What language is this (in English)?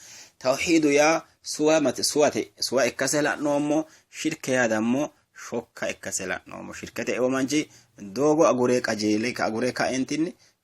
Sidamo